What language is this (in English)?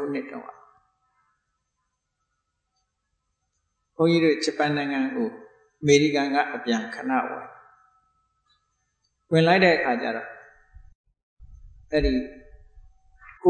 Burmese